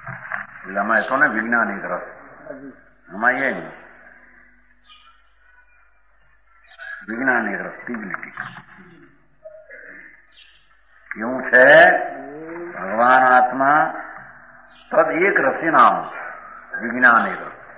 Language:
Gujarati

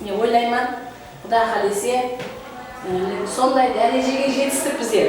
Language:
Kara-Kalpak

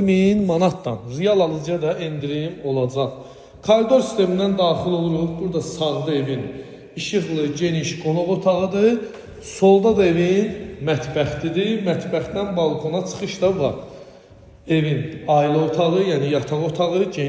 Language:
Azerbaijani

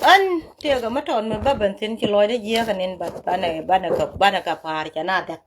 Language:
Nuer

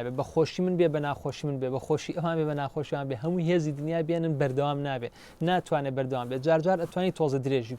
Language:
Central Kurdish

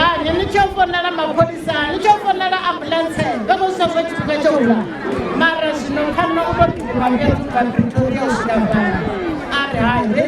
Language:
Venda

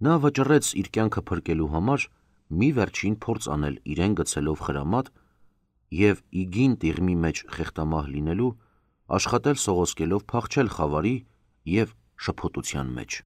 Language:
Armenian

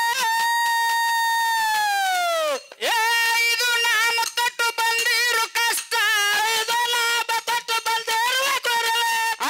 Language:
Kannada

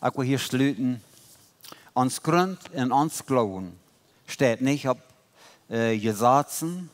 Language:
Plautdietsch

